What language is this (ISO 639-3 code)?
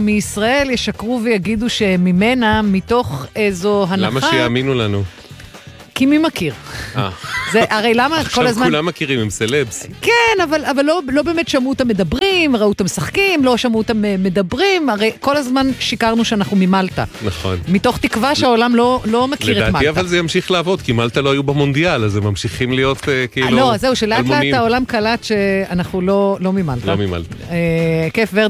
heb